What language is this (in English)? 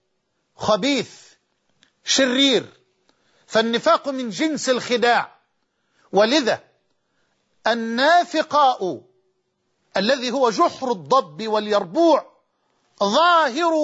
Arabic